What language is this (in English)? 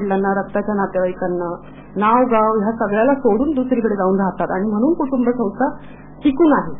Marathi